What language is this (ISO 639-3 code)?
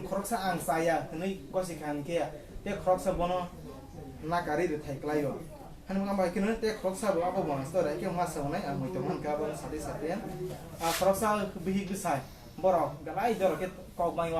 trp